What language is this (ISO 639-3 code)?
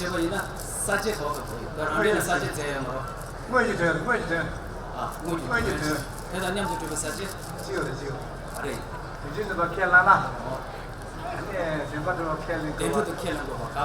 bod